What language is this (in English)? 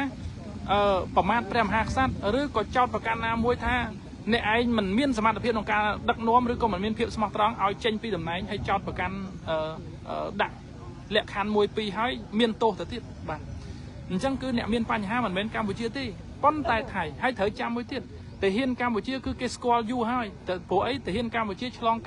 Khmer